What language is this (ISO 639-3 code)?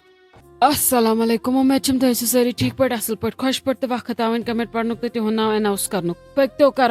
kas